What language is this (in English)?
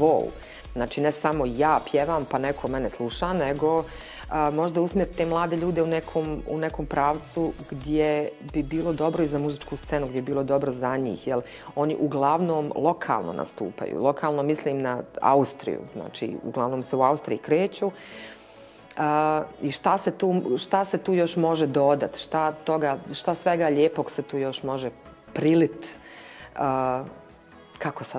Bosnian